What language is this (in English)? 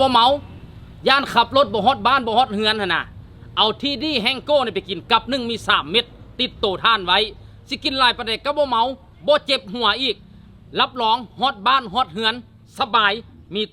Northeastern Thai